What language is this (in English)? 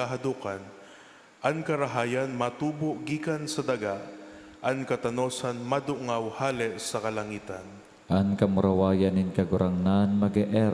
Bikol